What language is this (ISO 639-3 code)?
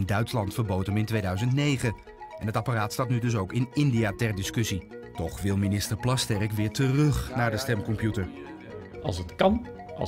nld